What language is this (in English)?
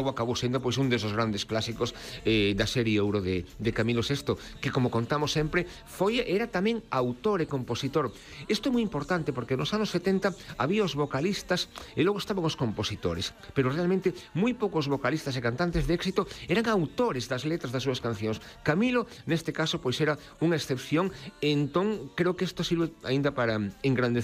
Galician